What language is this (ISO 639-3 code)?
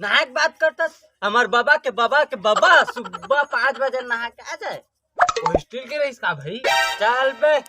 hne